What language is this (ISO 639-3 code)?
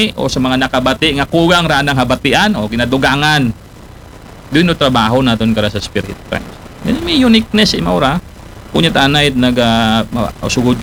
akl